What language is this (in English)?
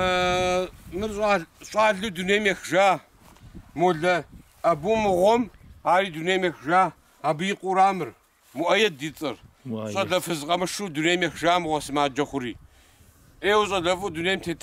Kabardian